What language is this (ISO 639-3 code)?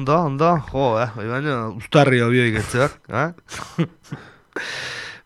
eus